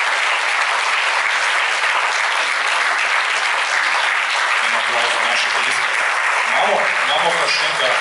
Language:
Slovenian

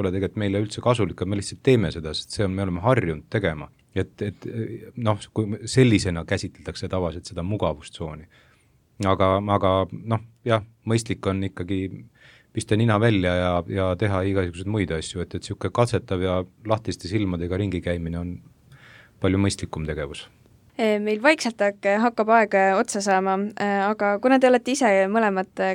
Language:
Estonian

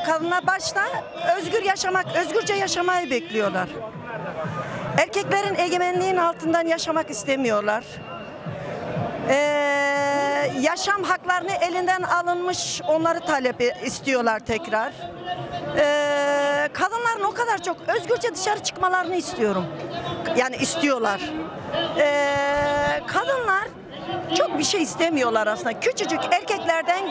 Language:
Turkish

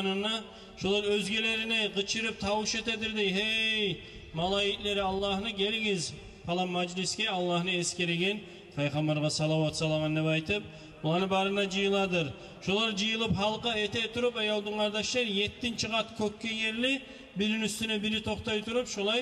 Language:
Kumyk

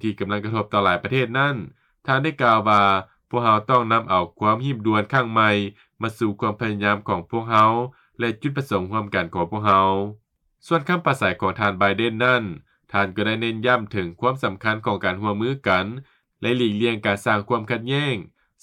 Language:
Lao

